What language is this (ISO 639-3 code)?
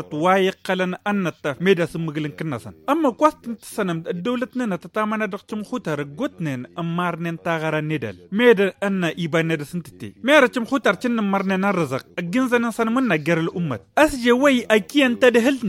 taq